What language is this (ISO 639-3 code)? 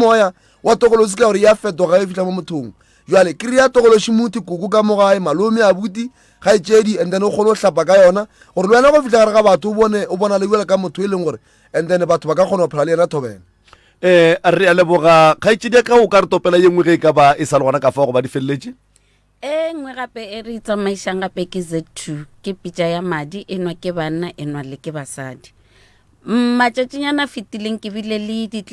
nso